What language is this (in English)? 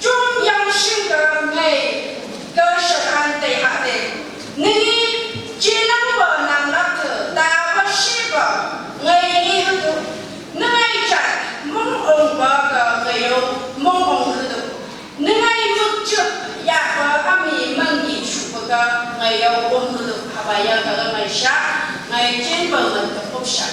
Phom Naga